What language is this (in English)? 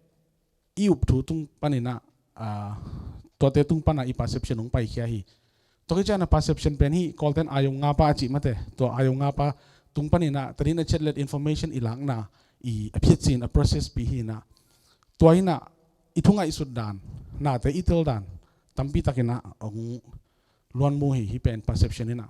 Tedim Chin